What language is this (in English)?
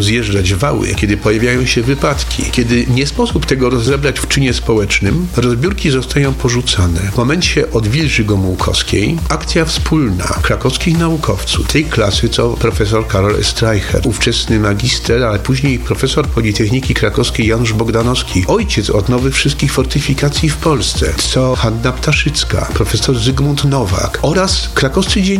Polish